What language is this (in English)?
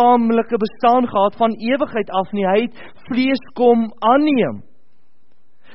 Afrikaans